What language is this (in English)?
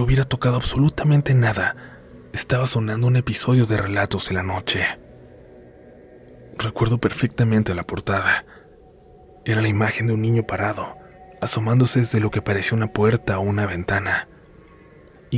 Spanish